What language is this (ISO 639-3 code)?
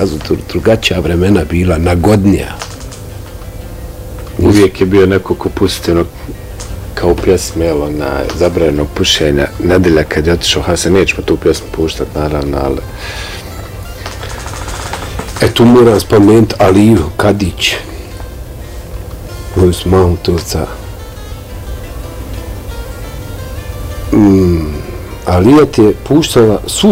bos